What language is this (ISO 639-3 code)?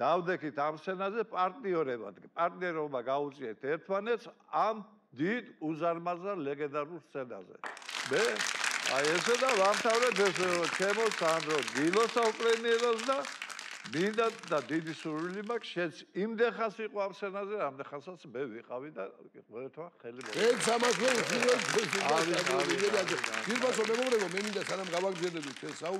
kat